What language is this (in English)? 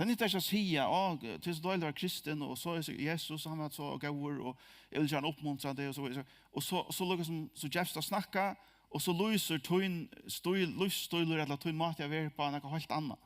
Faroese